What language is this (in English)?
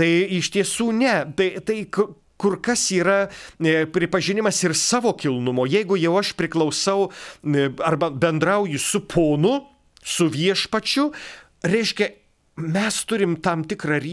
Lithuanian